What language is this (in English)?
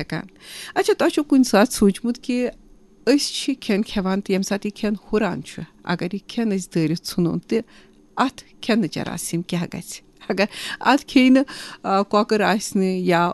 Kashmiri